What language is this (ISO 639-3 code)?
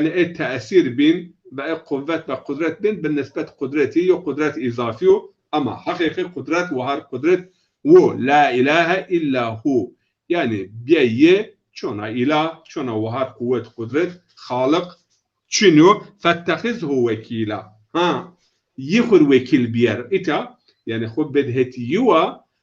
zza